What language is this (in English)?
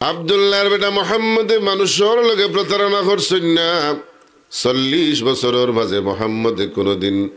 Sylheti